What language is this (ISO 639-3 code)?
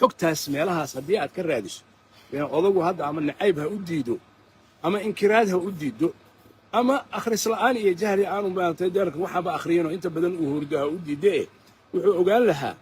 som